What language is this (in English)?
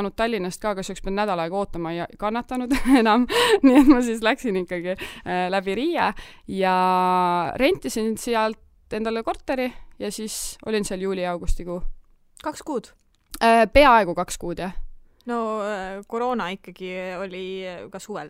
Estonian